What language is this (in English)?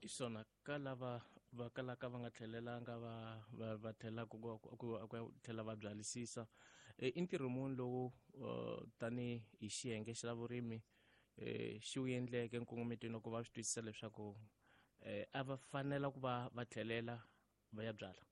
Tsonga